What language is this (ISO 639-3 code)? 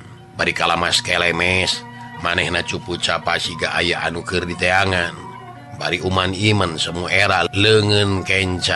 sun